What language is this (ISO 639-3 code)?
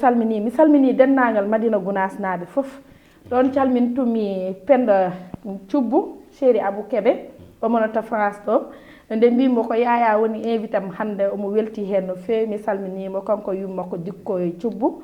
ful